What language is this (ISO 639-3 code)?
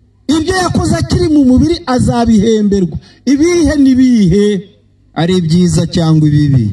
kin